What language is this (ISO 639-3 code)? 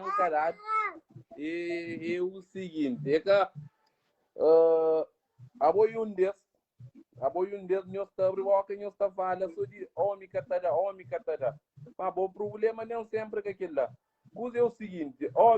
kea